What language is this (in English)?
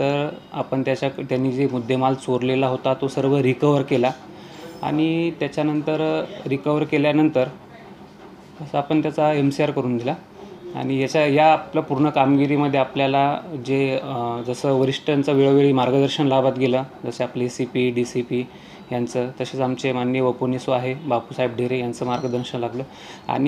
Marathi